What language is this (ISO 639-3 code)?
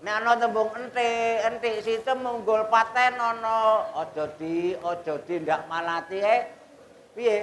jav